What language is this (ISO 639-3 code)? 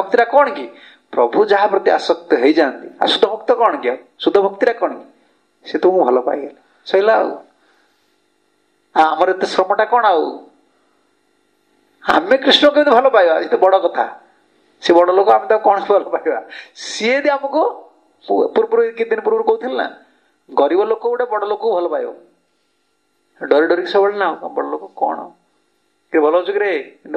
ori